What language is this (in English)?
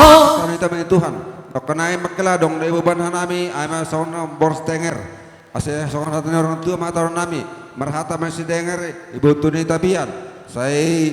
Batak Simalungun